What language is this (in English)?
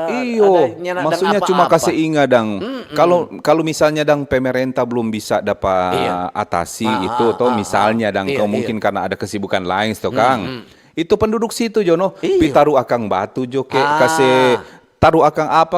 Manado Malay